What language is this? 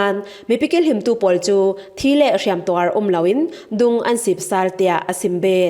Falam Chin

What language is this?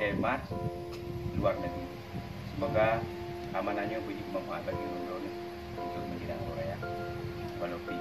Achinese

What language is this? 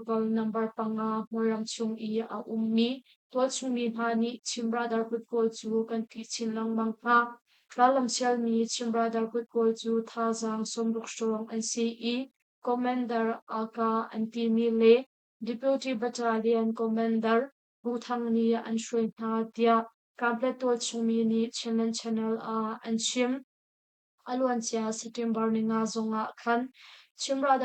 Hakha Chin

